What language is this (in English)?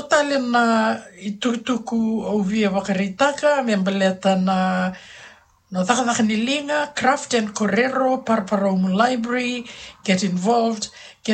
Fijian